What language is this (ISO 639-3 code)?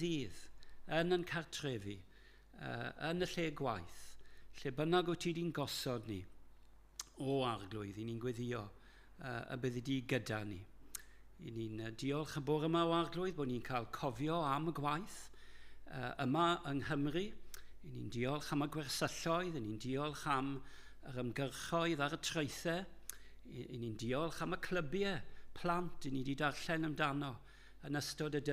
cym